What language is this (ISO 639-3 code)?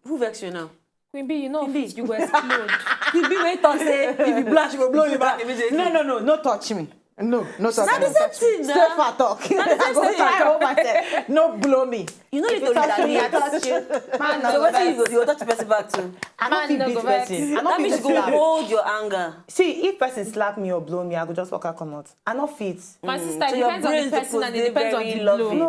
pcm